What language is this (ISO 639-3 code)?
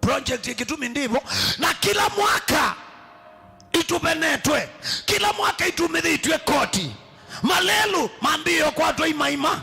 kam